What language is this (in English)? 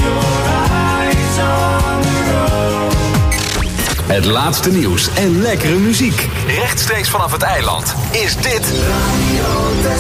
Dutch